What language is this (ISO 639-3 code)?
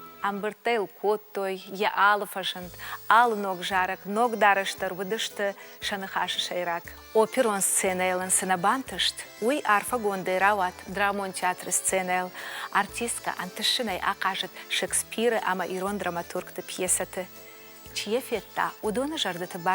oss